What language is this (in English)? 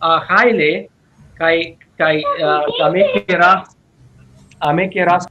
Balkan Romani